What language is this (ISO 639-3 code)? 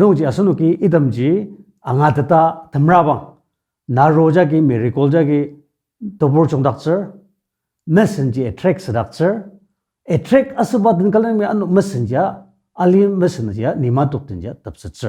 njo